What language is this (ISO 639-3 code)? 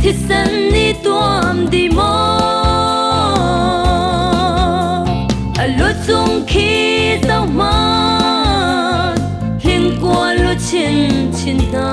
cfm